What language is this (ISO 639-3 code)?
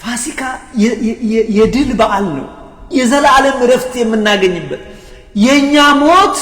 amh